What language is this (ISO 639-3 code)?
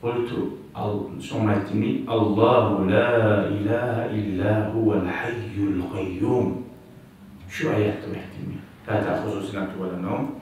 kum